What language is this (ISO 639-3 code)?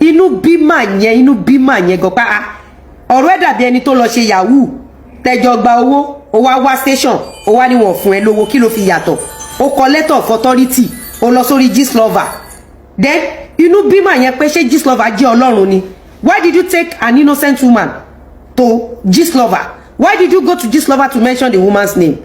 yor